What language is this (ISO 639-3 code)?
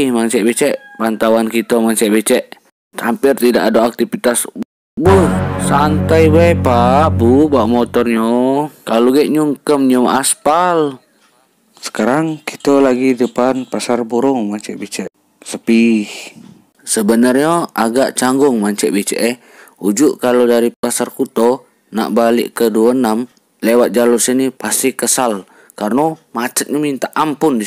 mui